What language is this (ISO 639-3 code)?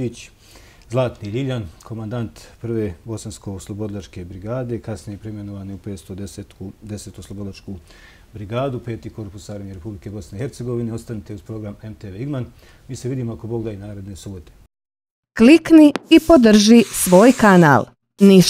bos